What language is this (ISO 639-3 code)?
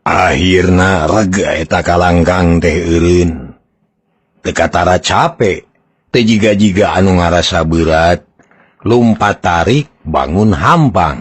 sun